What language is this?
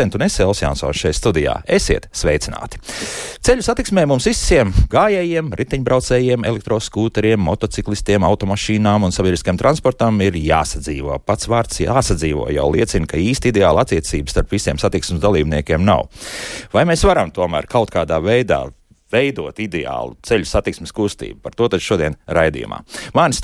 Latvian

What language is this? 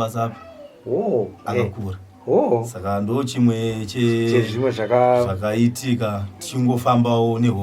Shona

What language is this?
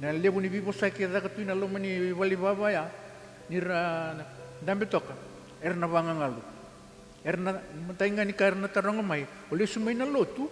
Fijian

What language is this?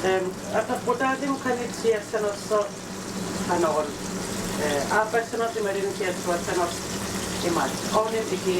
Kalaallisut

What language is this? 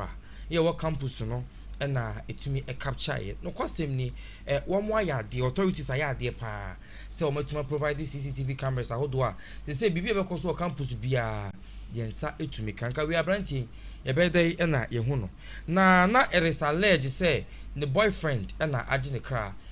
Akan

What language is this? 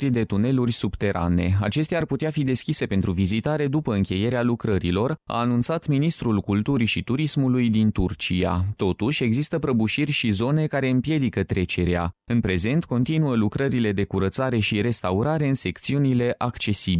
Romanian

